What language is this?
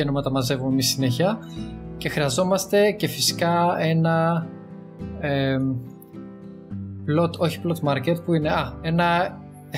Greek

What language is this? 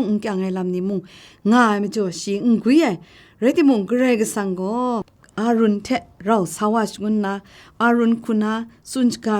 Kachin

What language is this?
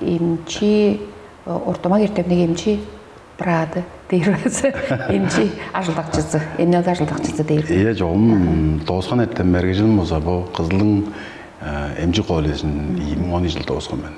Tuvinian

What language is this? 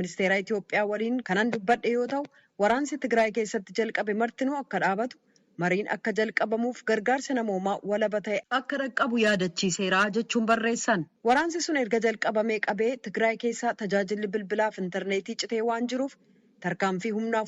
Oromo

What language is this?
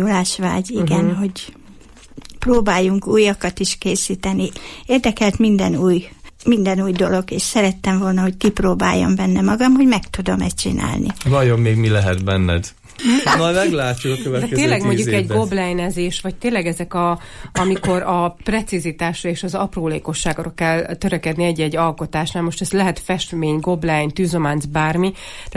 Hungarian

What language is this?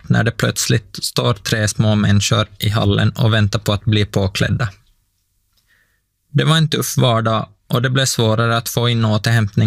Swedish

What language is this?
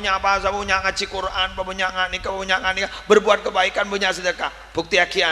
Madurese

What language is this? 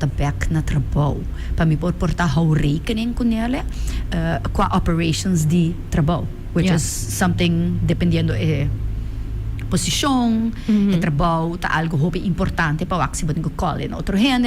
Papiamento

